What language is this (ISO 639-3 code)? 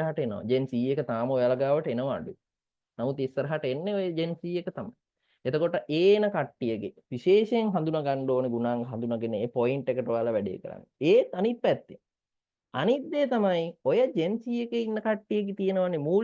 sin